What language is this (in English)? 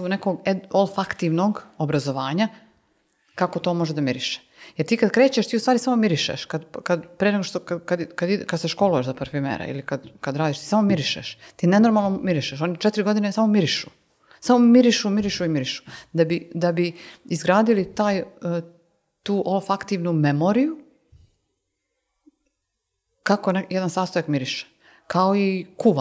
Serbian